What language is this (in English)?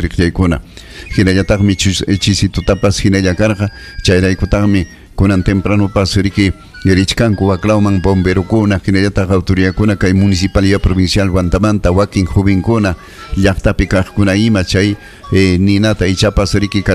Ayacucho Quechua